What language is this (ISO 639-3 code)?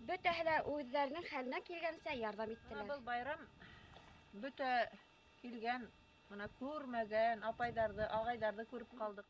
bak